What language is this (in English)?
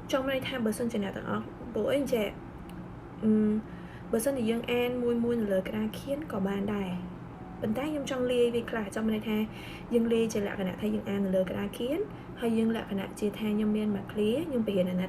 Khmer